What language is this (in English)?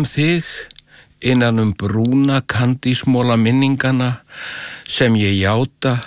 Icelandic